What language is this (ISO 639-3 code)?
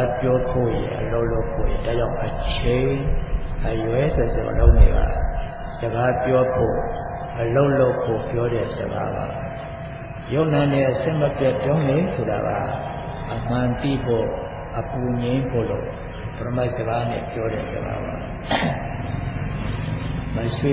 mya